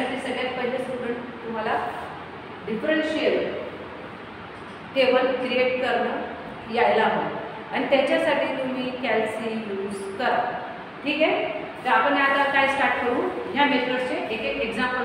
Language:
Marathi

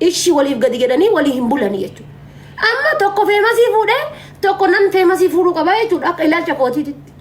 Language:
Oromo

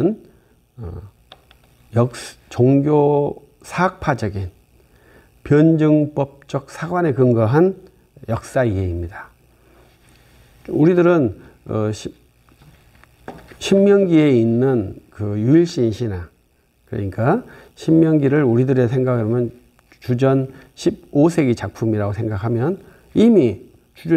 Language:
Korean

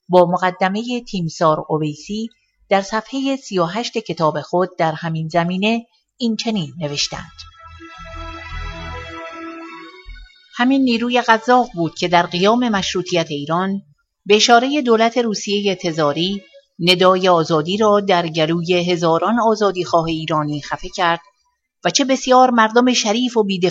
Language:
Persian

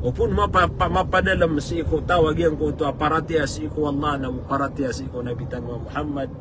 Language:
Maranao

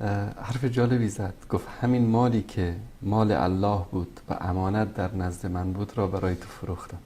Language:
Persian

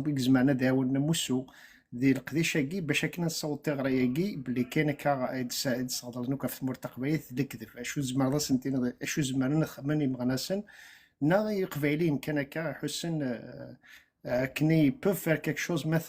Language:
Kabyle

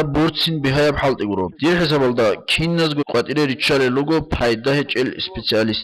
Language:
Avaric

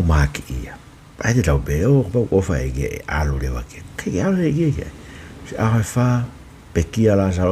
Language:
Tongan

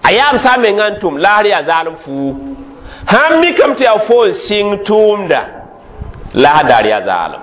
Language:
Mossi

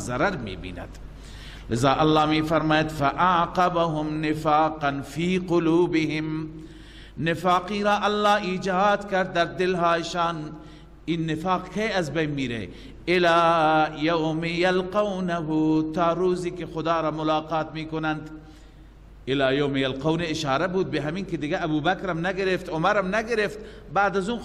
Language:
Persian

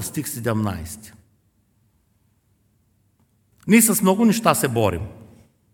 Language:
Bulgarian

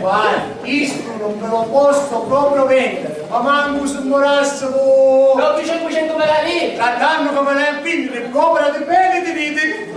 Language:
Sicilian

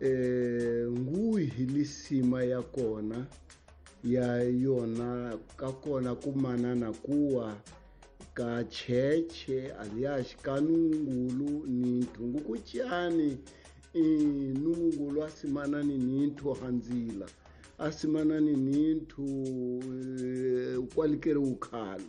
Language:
Tsonga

